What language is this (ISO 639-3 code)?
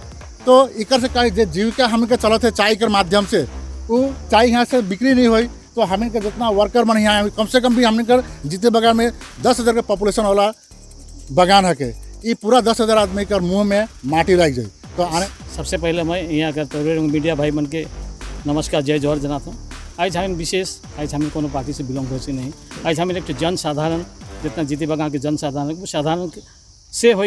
sck